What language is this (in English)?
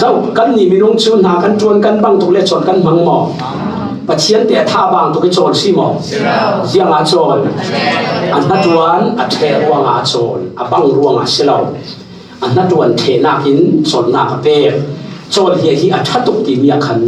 Falam Chin